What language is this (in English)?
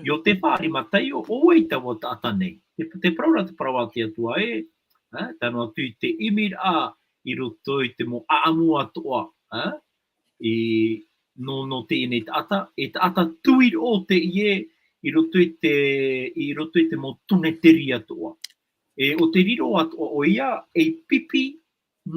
Tahitian